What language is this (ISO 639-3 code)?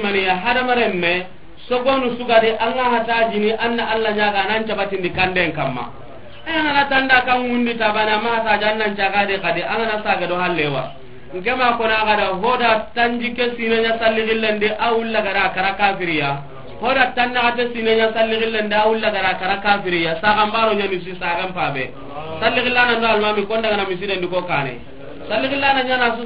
snk